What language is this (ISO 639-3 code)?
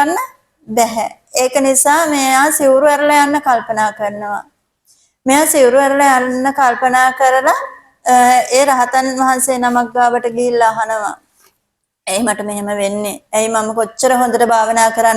sin